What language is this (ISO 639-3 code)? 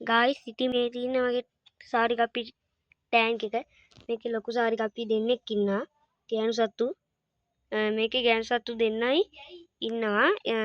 sin